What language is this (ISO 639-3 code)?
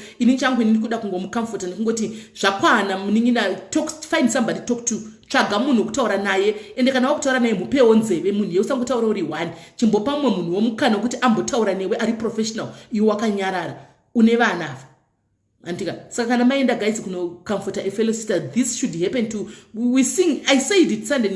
sna